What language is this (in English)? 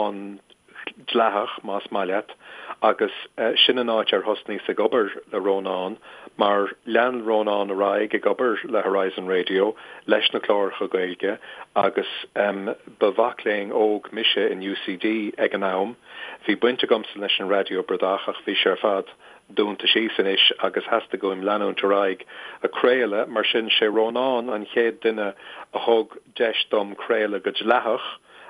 Irish